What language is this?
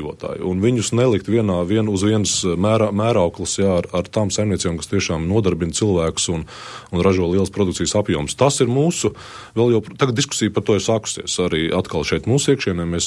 Latvian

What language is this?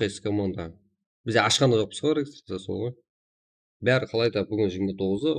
Kara-Kalpak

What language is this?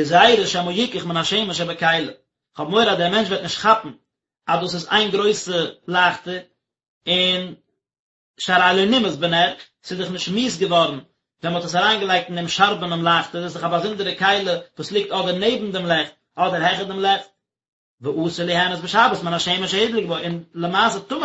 Yiddish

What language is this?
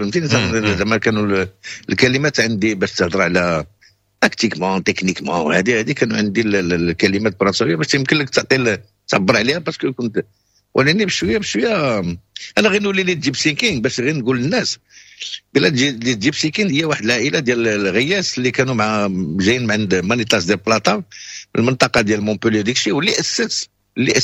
Moroccan Arabic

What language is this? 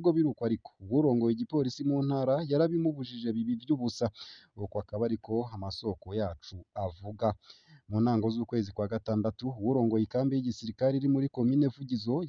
Rundi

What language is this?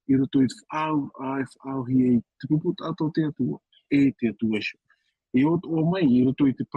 Tahitian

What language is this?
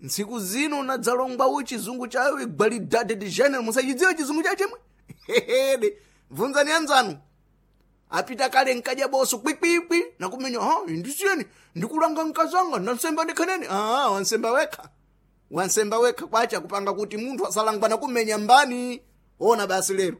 Sena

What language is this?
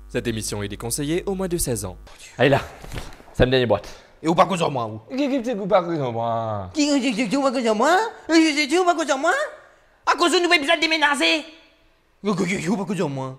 Morisyen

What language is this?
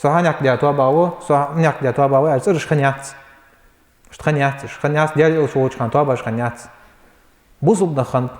Ingush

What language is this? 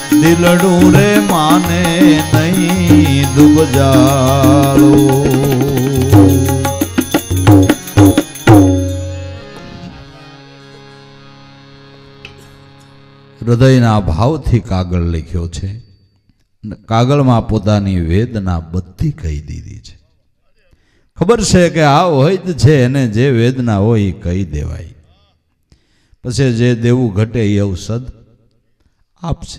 Gujarati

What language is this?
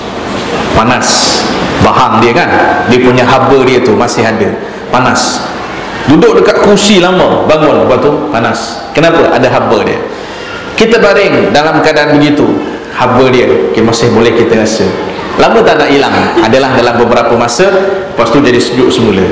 Malay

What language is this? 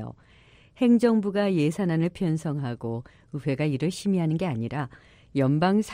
Korean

